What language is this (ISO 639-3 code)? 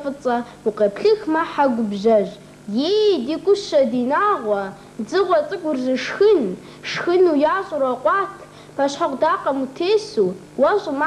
kbd